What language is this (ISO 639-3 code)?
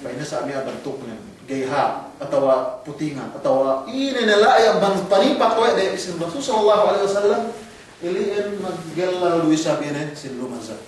yka